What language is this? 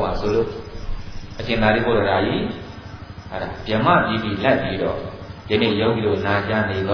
Burmese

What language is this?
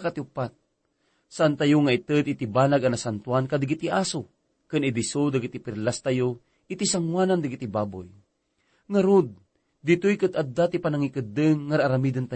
Iloko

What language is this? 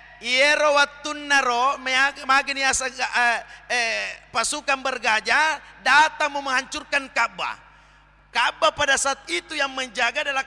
Buginese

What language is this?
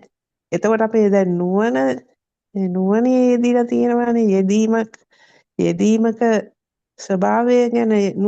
Sinhala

